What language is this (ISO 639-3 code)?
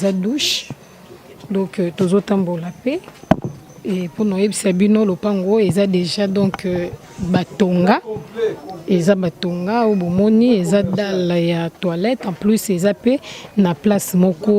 lin